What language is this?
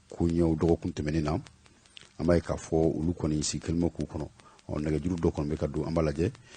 Bambara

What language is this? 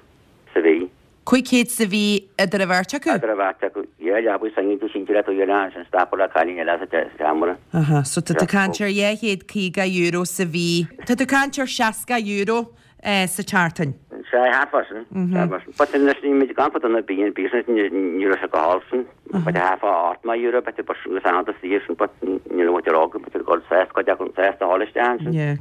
Irish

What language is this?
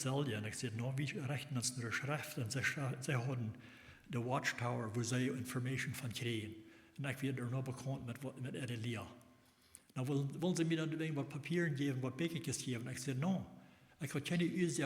Plautdietsch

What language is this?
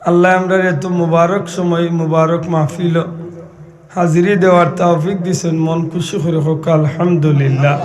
Sylheti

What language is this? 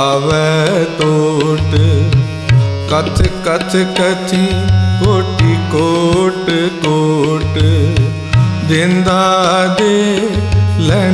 Punjabi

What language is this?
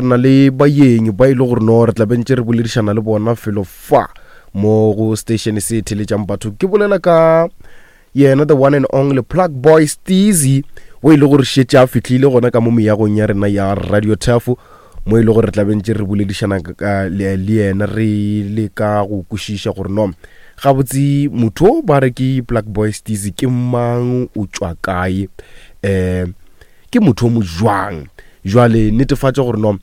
Northern Sotho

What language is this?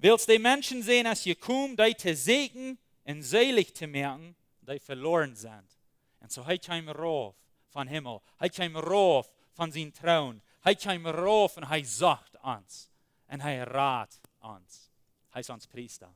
Plautdietsch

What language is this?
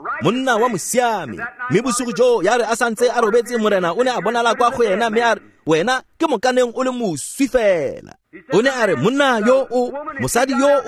Tswana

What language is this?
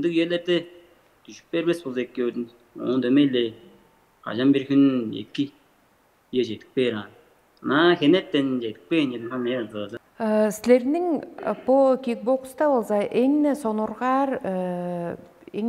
Tuvinian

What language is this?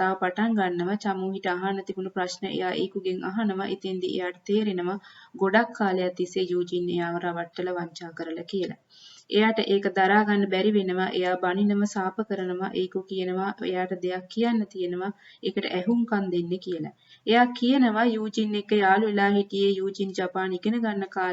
Sinhala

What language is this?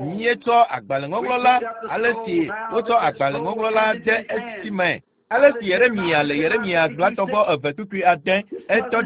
Ewe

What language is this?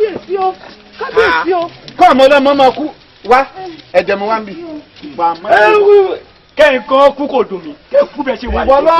Yoruba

